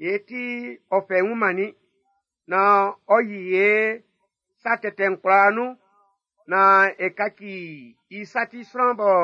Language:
Baoulé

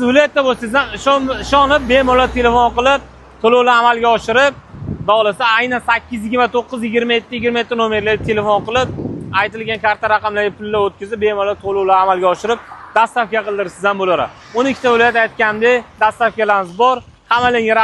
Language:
Uzbek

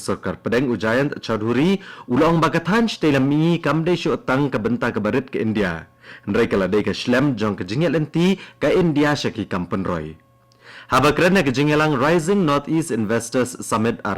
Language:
Khasi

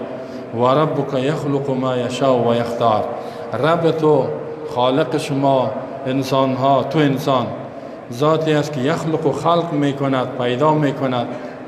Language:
Persian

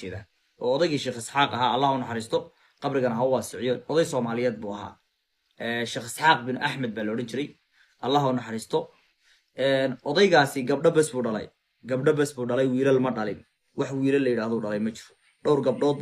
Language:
Somali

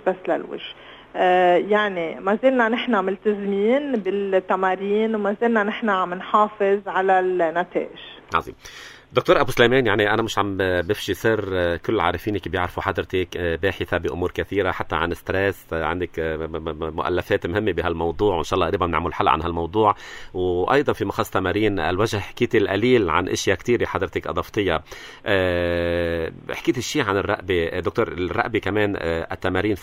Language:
North Levantine Arabic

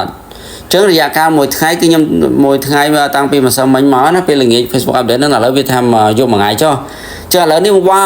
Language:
Khmer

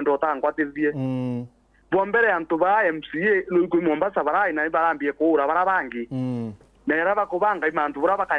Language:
Meru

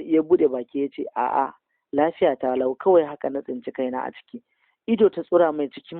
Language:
Hausa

